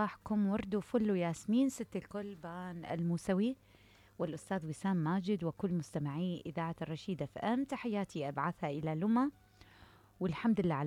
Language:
Mesopotamian Arabic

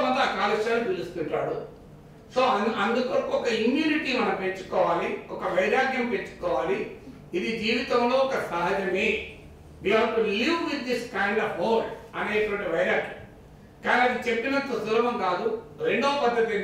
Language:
Telugu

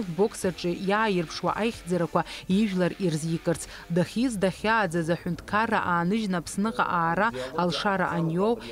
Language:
Abkhazian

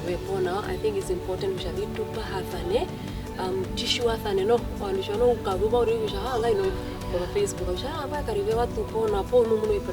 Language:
Herero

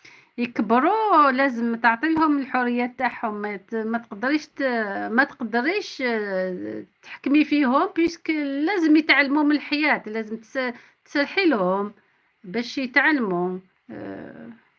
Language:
Algerian Arabic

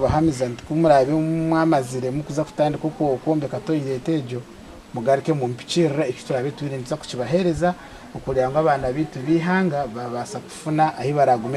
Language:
Nyankole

